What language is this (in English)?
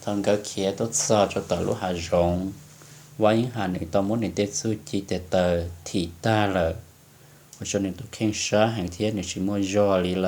Hmong